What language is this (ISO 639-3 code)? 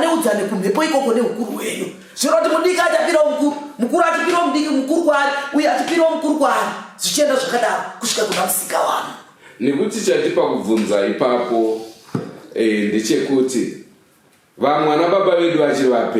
sna